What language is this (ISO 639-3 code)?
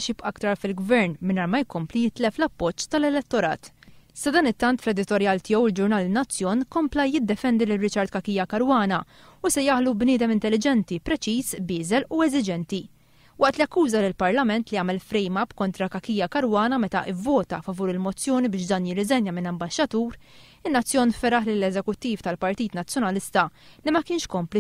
mlt